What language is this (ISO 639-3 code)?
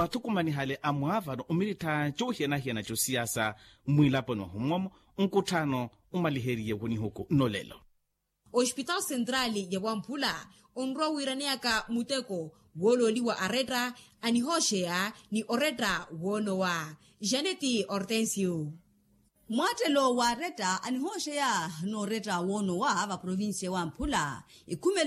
vmw